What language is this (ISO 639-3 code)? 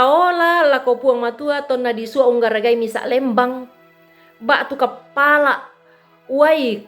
sda